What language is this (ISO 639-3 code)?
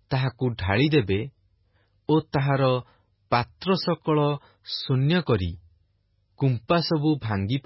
ori